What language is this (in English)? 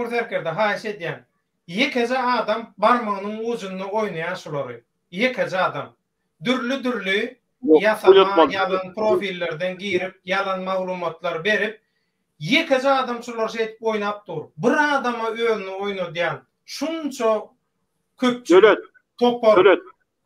Turkmen